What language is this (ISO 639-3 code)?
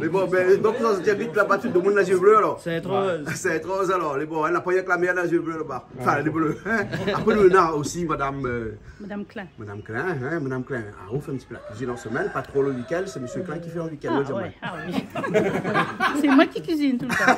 rcf